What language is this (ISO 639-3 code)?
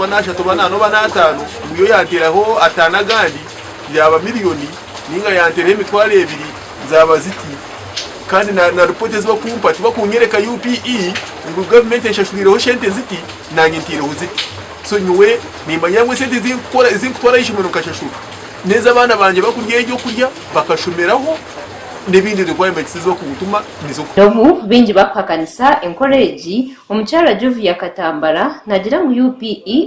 nyn